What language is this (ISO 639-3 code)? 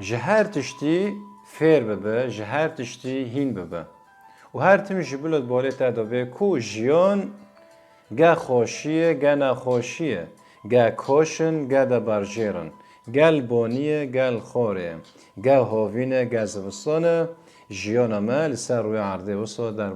kur